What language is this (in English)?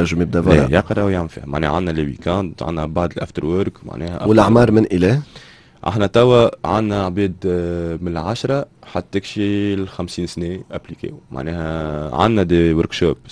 Tunisian Arabic